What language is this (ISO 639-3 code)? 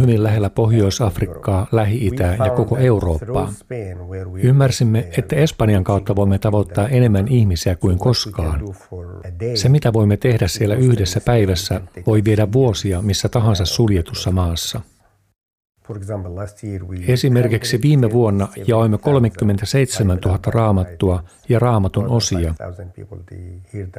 fin